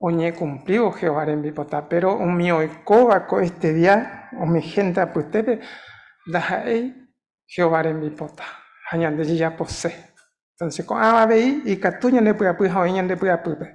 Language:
Guarani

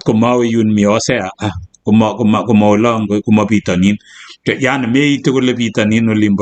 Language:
Kalenjin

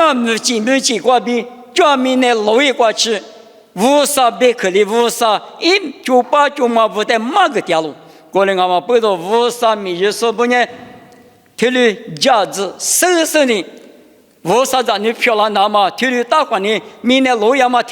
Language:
Lisu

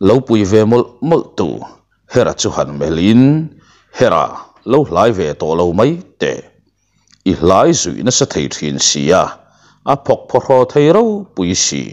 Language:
Mizo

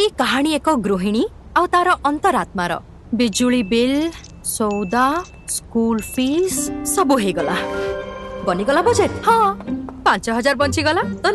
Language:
Odia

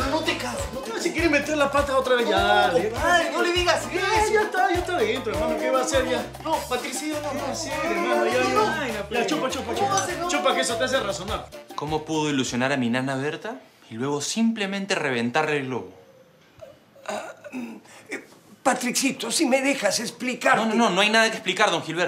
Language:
Spanish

